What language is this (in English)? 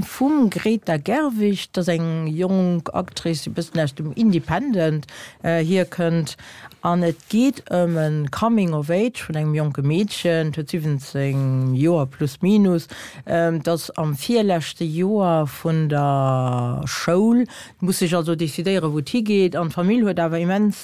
Luxembourgish